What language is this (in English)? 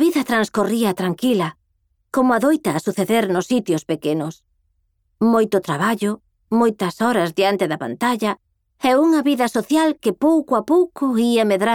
Galician